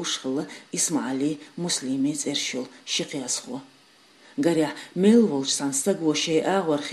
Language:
Chechen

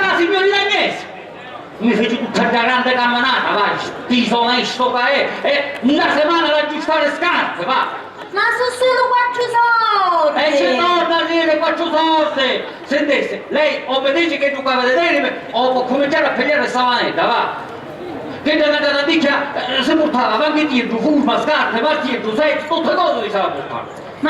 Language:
Sicilian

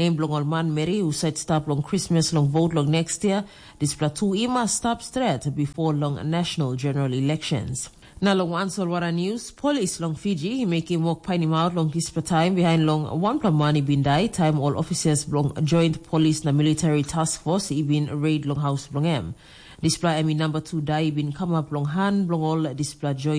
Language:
Tok Pisin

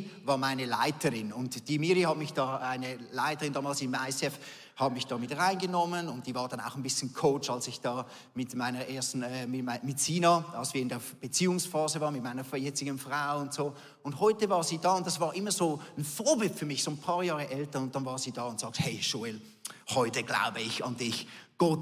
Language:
Swiss German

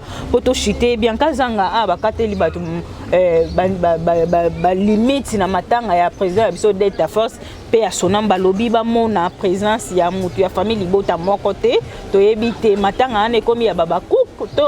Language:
Lingala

